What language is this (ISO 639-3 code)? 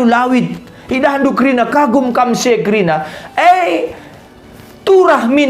btx